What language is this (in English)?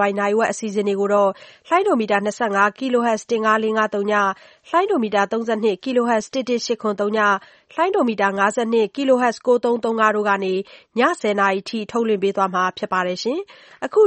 Burmese